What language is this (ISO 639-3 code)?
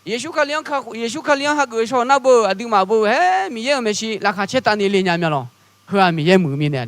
ahk